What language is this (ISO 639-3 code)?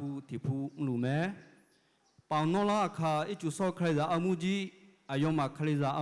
ahk